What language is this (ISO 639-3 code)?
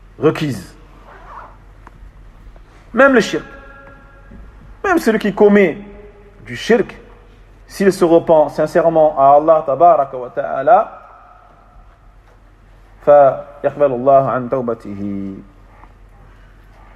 fra